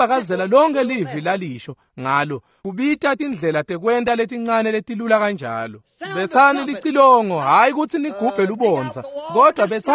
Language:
Swati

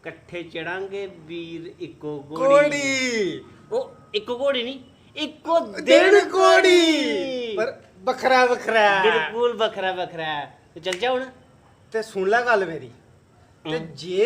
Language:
Dogri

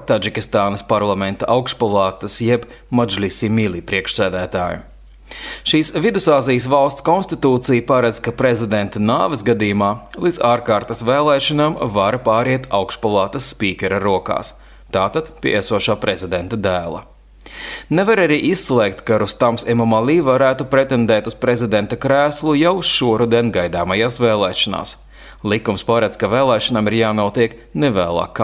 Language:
Latvian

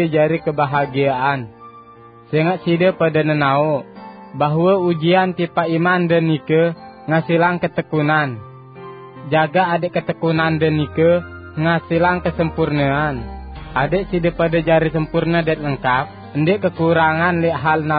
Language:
Sasak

